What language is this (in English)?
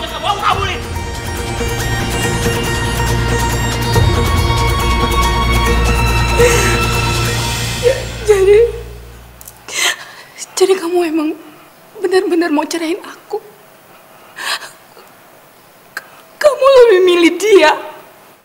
Indonesian